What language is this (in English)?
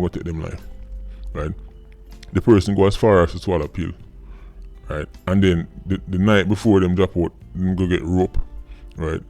Jamaican Creole English